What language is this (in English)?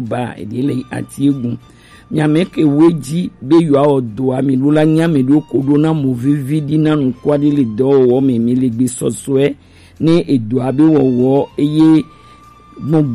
Gen